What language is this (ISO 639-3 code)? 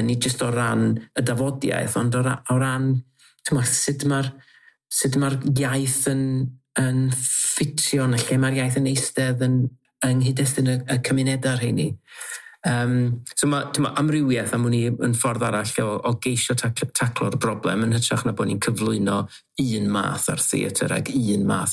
cym